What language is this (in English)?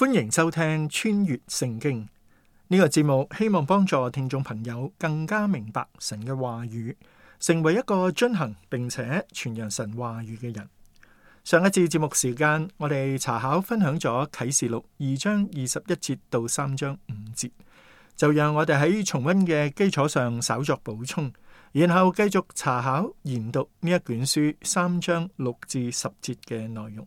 Cantonese